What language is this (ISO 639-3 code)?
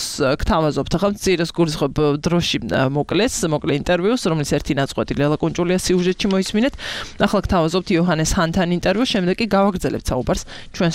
kat